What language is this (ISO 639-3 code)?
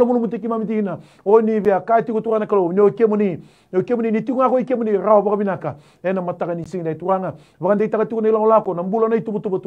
fij